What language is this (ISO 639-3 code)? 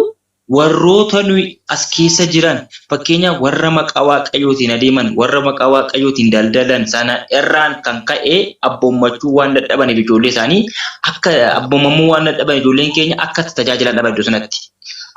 orm